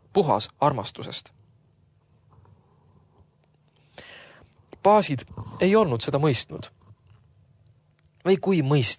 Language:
Estonian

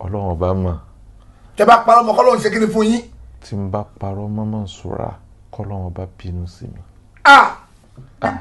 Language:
Yoruba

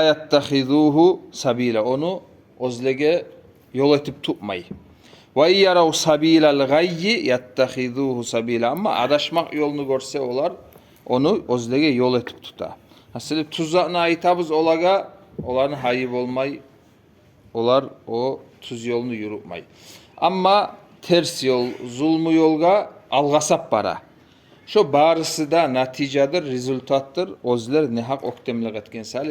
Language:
Kumyk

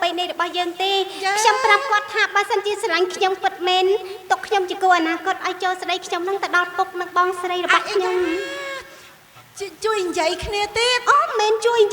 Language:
Khmer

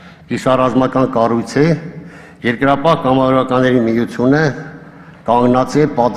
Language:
Armenian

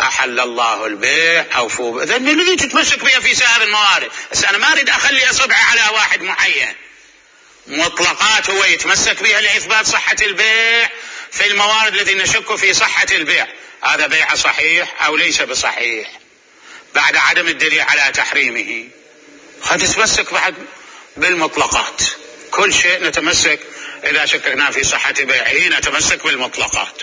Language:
Mesopotamian Arabic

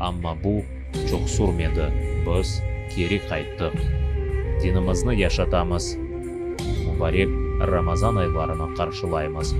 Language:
Crimean Tatar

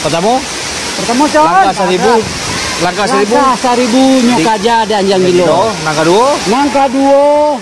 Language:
Minangkabau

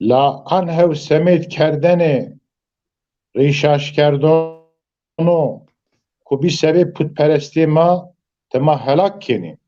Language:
Zaza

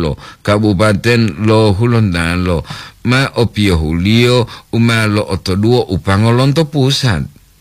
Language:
Gorontalo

